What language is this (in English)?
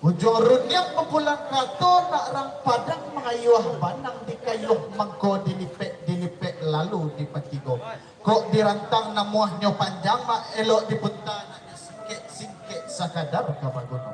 Minangkabau